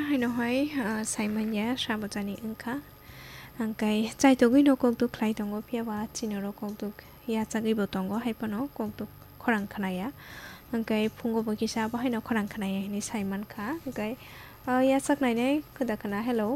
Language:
Kok Borok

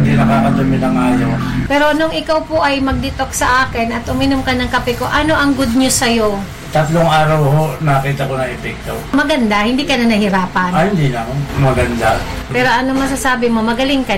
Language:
Filipino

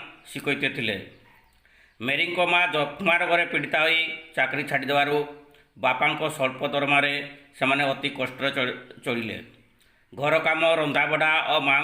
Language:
Odia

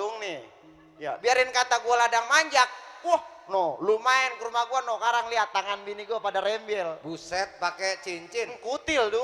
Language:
Betawi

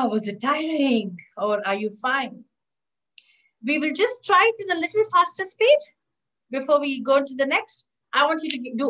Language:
English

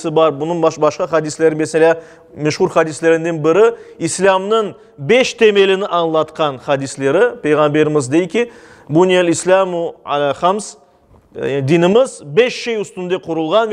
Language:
Crimean Tatar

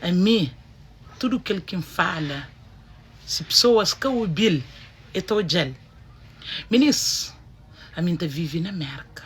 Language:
Kabuverdianu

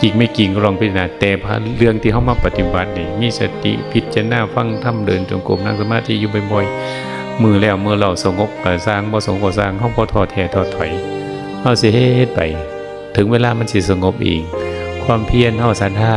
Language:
Northeastern Thai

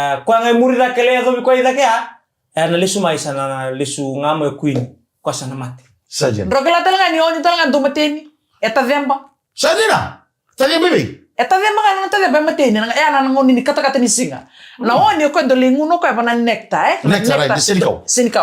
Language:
Fijian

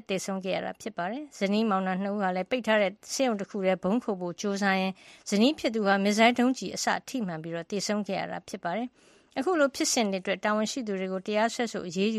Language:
Burmese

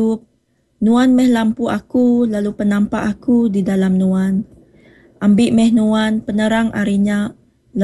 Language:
Iban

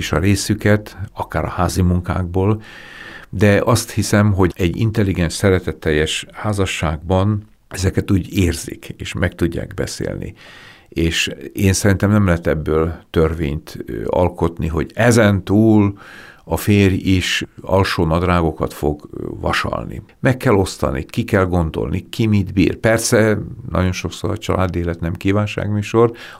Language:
Hungarian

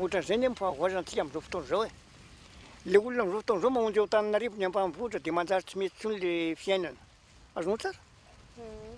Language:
Malagasy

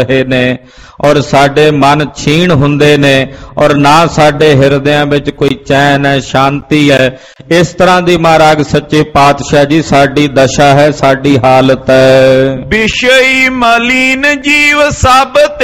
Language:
Punjabi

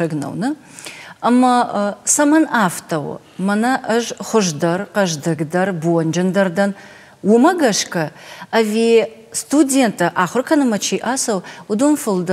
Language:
Ossetic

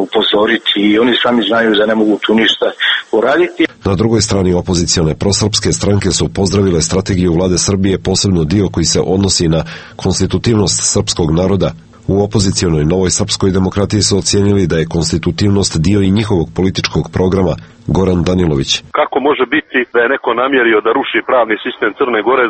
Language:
Serbian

